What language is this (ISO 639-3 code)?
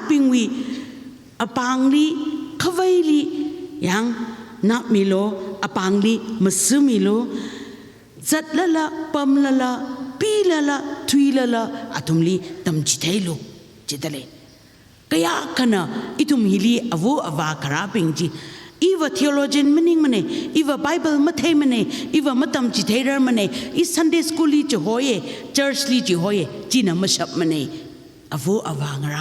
nmf